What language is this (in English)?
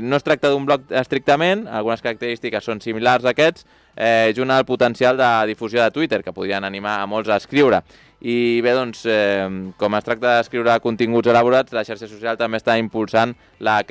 Catalan